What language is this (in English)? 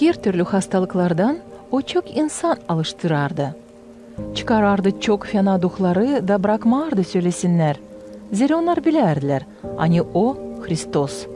Gagauz